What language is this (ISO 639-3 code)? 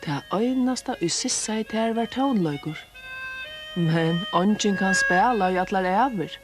fao